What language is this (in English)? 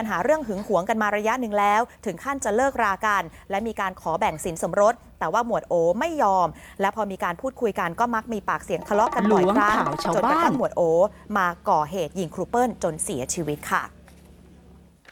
Thai